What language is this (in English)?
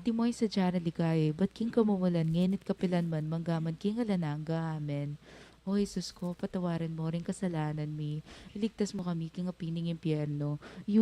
Pampanga